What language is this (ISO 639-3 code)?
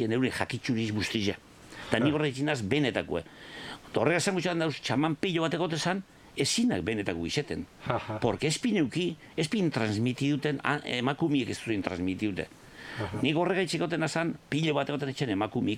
eus